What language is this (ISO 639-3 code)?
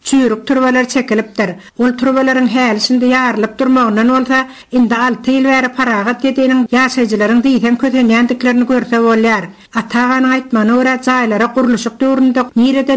tuk